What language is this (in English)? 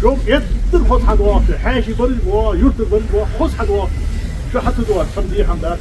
Ingush